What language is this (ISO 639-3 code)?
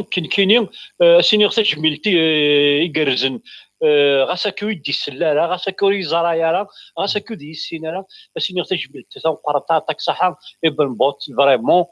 kab